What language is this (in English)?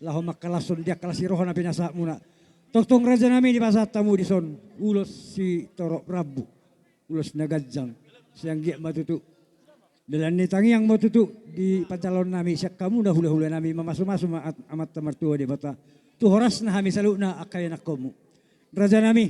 Batak Toba